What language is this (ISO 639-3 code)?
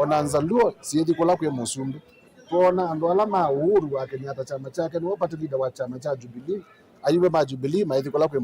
kam